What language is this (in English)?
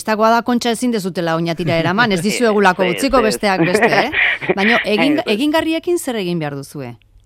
Basque